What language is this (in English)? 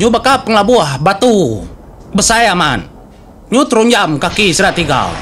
Iban